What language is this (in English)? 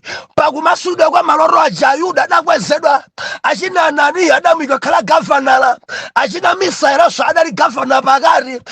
Nyanja